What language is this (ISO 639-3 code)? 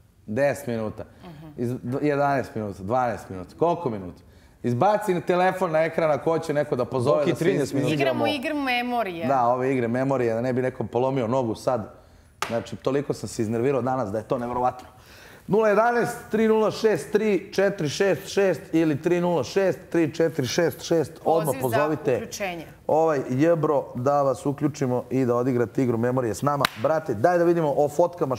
bos